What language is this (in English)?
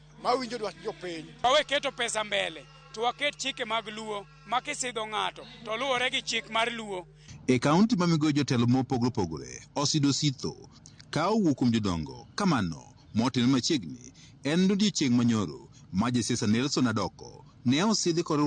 Luo (Kenya and Tanzania)